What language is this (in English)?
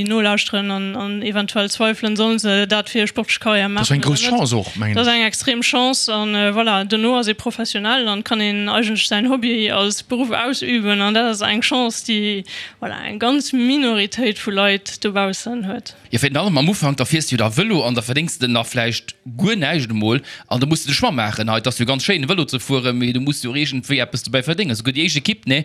Luxembourgish